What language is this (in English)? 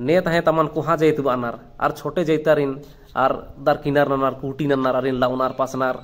Kurukh